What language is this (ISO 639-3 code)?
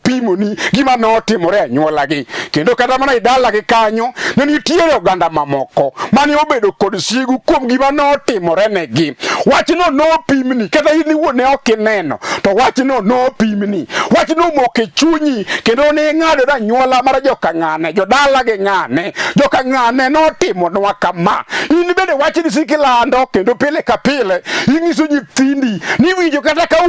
luo